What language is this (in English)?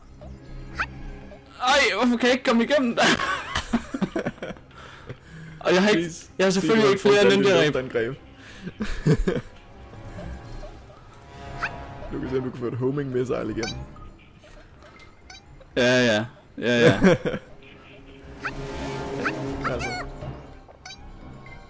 Danish